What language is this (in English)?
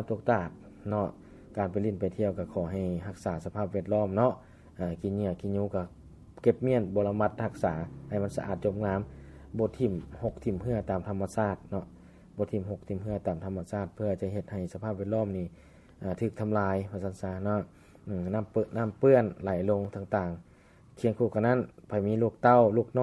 Lao